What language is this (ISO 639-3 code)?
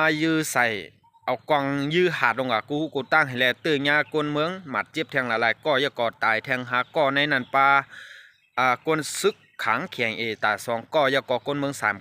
shn